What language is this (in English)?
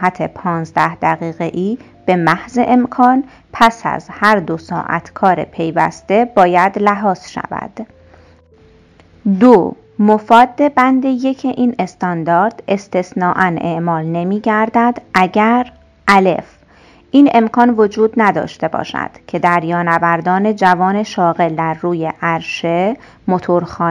Persian